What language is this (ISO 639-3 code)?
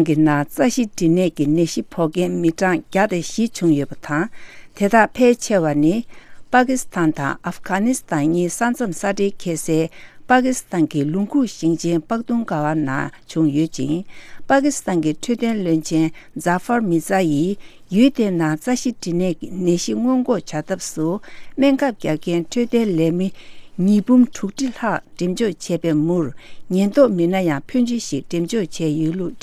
bod